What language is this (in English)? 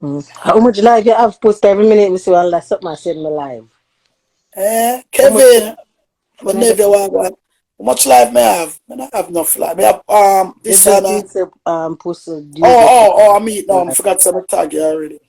Jamaican Creole English